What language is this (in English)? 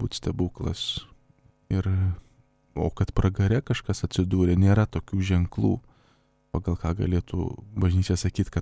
Lithuanian